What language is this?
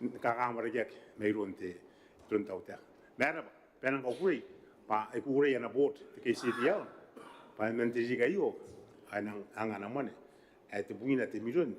Gilbertese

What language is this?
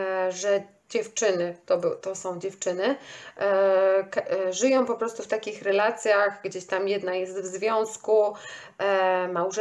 Polish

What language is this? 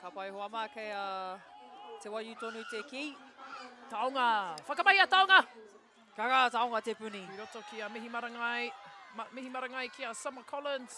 Māori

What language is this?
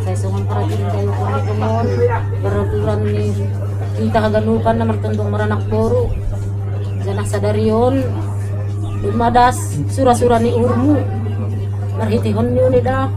Batak Simalungun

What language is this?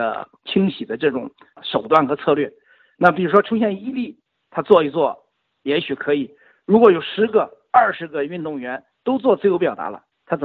Chinese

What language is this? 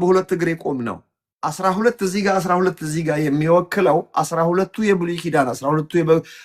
Amharic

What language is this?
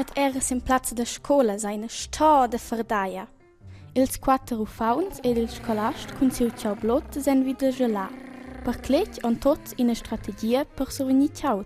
Romansh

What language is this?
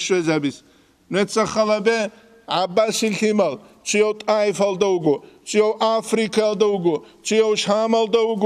Avaric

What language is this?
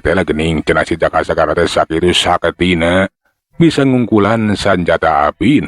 Sundanese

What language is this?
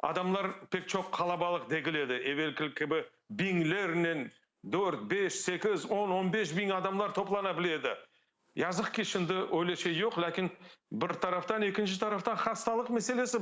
Crimean Tatar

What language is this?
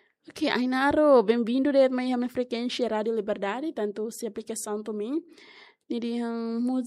Tetum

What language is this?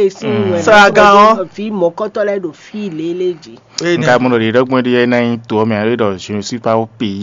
Fon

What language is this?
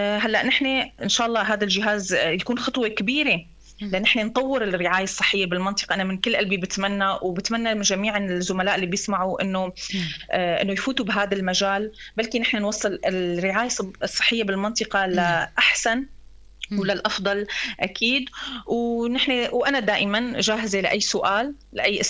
North Levantine Arabic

